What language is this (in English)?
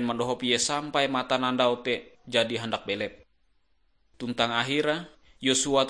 Ngaju